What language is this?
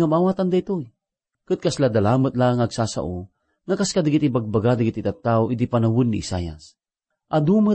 Iloko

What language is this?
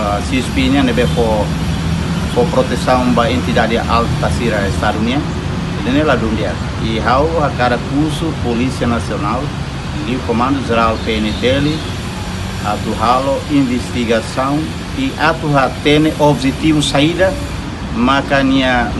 Tetum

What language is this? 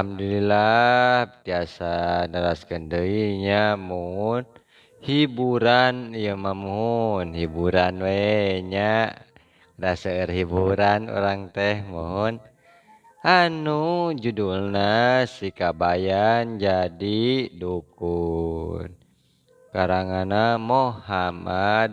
Sundanese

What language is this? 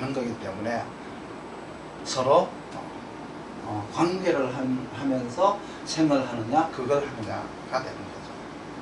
Korean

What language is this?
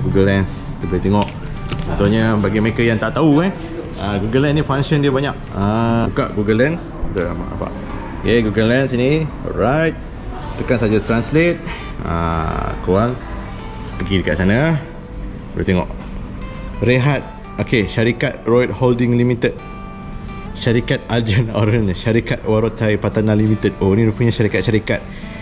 Malay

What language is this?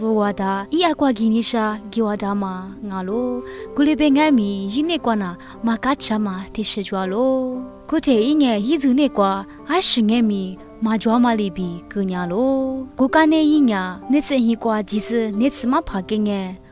Lisu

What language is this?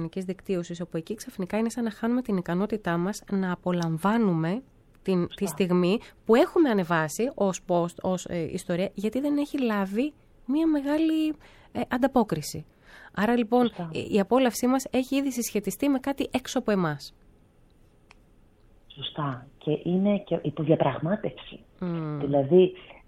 Greek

